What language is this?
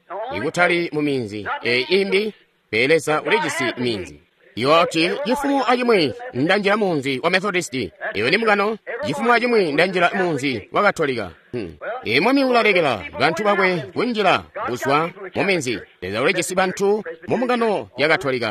Tonga (Zambia)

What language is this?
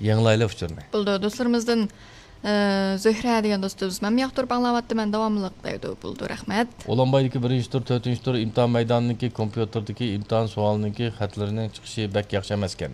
Uyghur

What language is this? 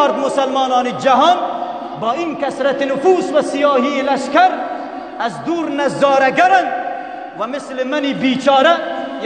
Persian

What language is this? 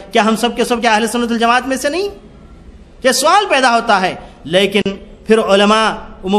Urdu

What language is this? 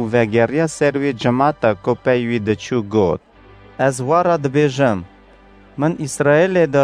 Kurdish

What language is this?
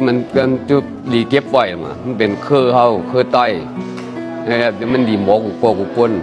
Shan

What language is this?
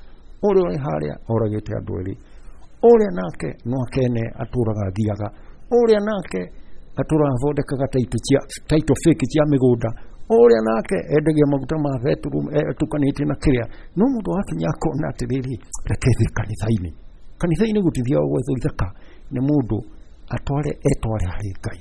Kikuyu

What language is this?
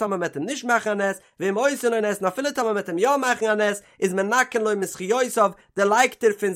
Yiddish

